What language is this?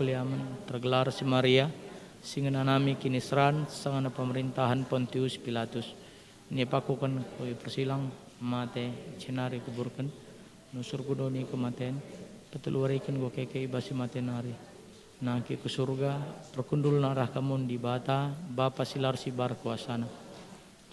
Batak Karo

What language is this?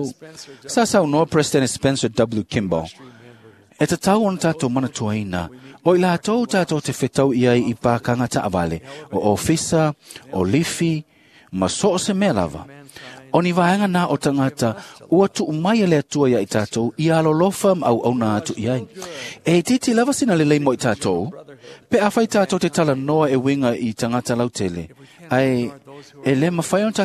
Samoan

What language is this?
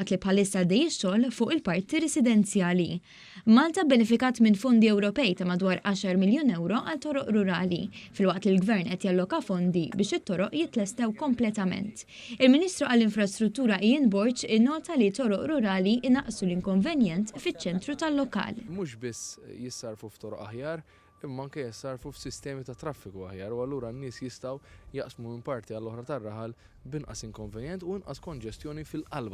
Maltese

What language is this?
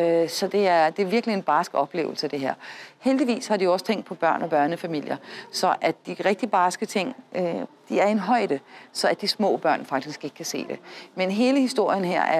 Danish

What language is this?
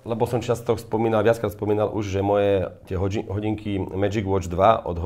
Slovak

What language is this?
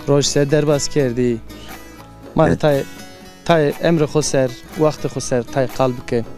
Zaza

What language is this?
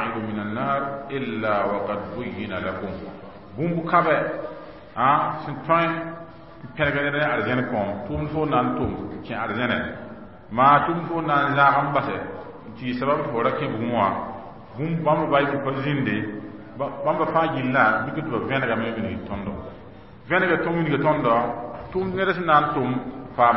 Mossi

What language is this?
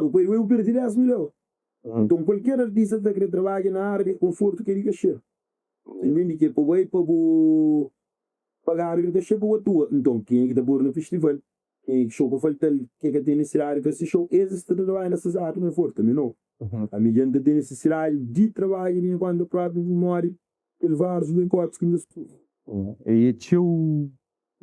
Kabuverdianu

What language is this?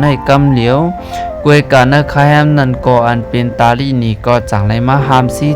Shan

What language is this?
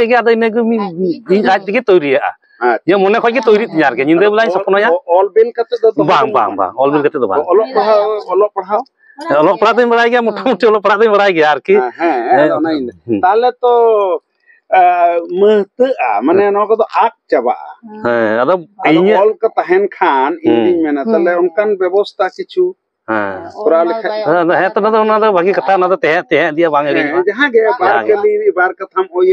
Santali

